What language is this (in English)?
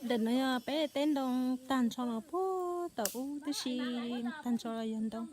Hmong